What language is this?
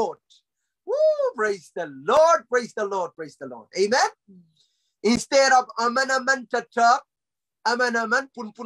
Pohnpeian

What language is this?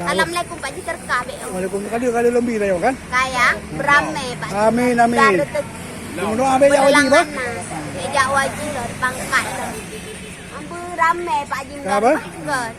Achinese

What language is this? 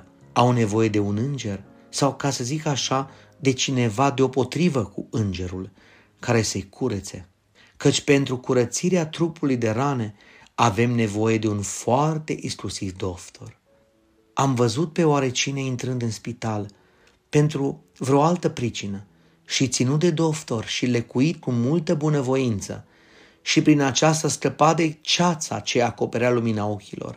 Romanian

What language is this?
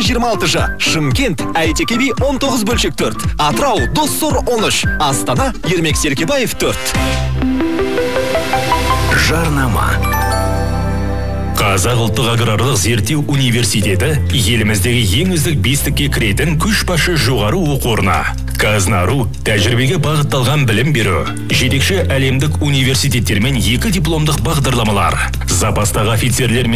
Kazakh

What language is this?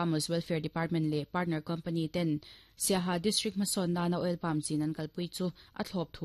Mizo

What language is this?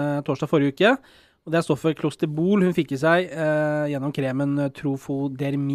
Norwegian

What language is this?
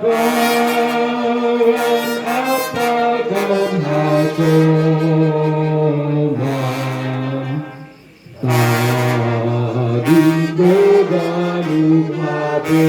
Batak Simalungun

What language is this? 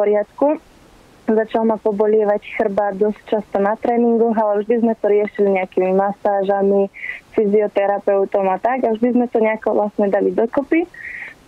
Slovak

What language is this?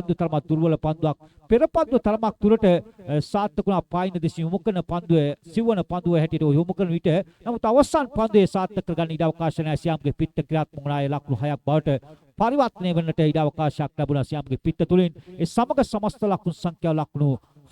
Sinhala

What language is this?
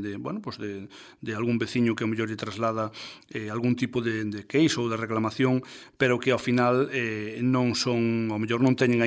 Galician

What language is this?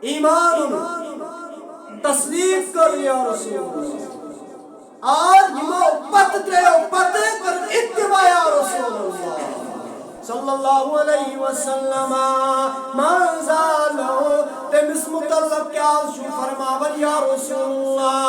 Kashmiri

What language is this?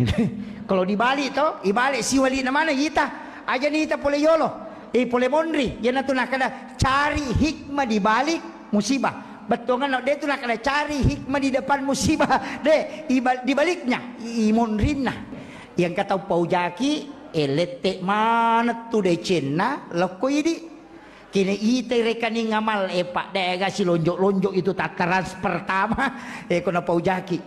Buginese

